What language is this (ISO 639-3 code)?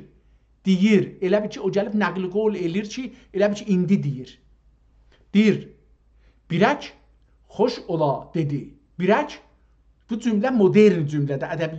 azb